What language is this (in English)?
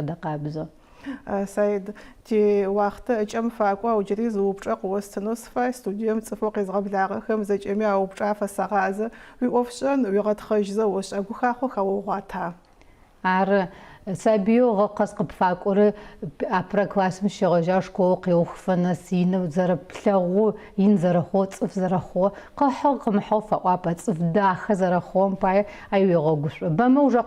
Adyghe